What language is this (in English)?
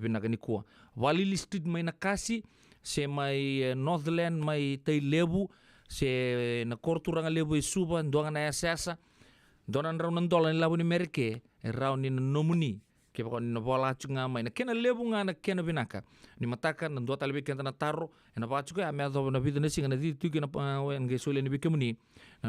Fijian